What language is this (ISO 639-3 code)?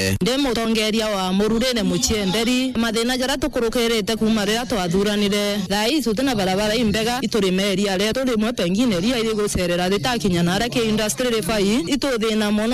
mer